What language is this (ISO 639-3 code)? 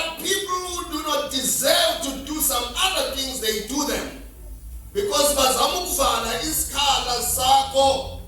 zul